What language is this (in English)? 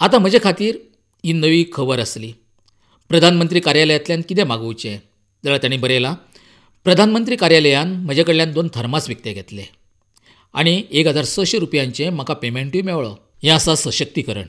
Konkani